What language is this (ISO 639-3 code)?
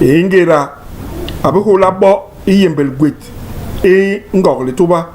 bas